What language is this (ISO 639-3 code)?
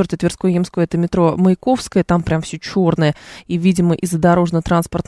rus